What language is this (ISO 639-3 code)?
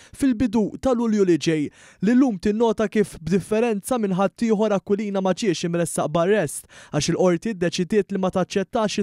mlt